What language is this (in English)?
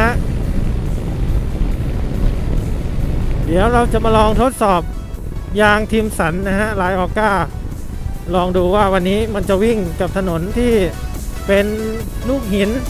Thai